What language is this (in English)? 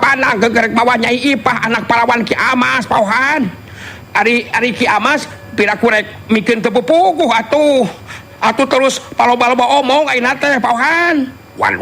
Sundanese